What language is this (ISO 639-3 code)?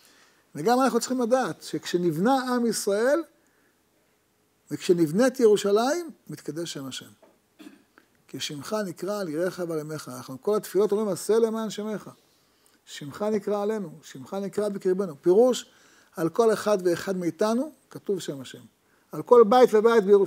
heb